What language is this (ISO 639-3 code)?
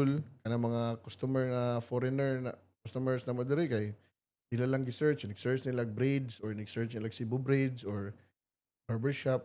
ceb